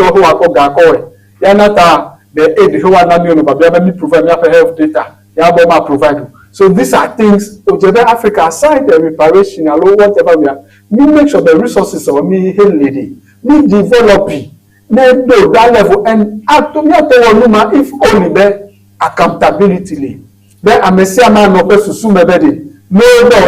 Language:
Ewe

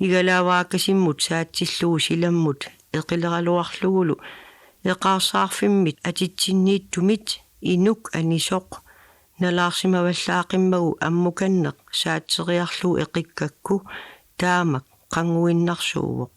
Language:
Kalaallisut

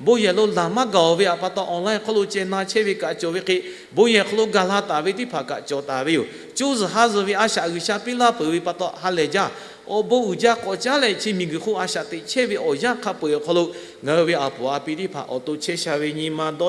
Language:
Lahu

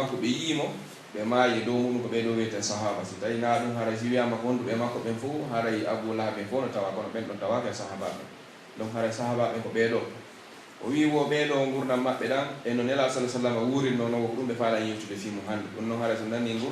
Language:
Pular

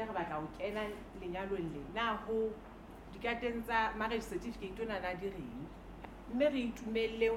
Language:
Southern Sotho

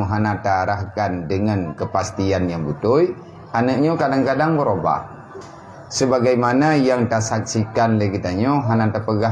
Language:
Achinese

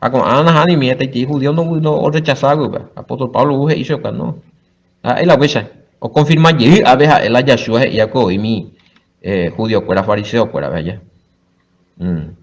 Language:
Guarani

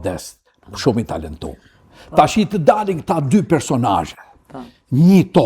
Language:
Albanian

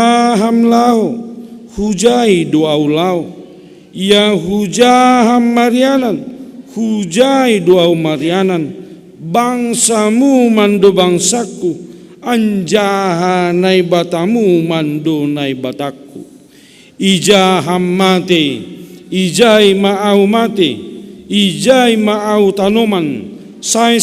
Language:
Batak Simalungun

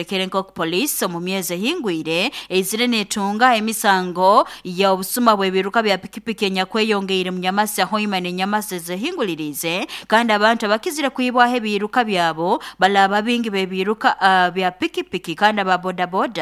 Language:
Nyoro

